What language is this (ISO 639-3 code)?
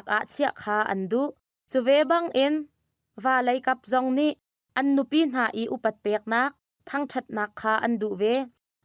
cnh